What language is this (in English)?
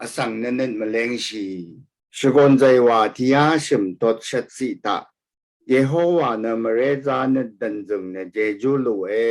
Rawang